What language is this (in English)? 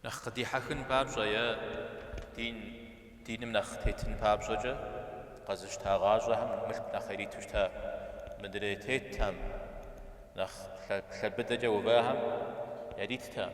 Kabardian